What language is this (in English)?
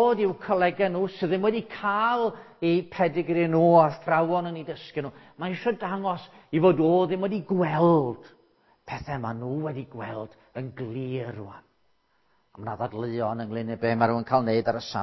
Welsh